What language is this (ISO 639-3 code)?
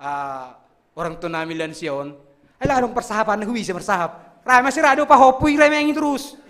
bts